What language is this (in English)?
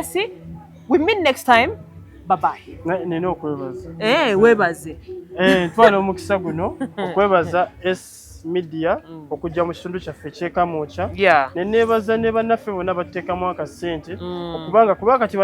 Ganda